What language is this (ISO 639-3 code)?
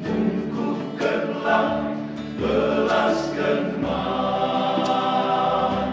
btx